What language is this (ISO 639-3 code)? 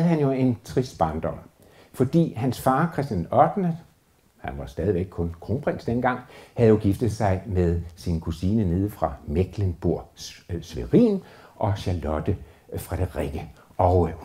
dan